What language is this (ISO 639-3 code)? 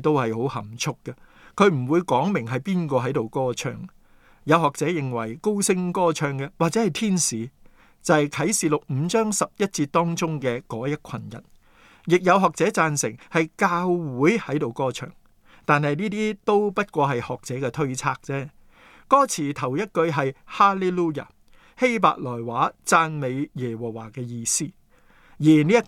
yue